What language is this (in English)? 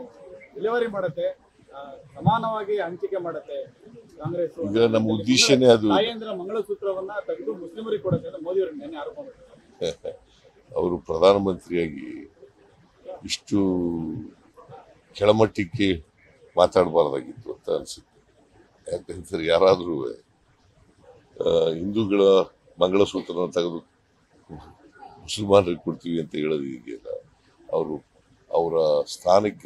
Kannada